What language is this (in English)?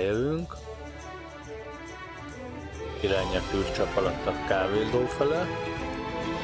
Hungarian